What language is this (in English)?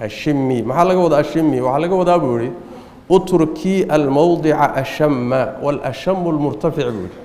Somali